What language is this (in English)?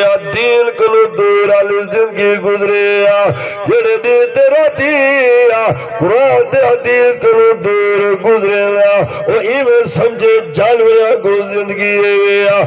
Saraiki